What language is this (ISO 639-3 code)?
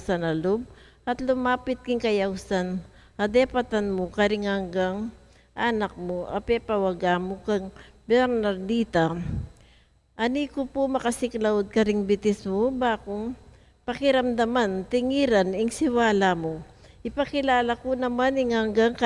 pam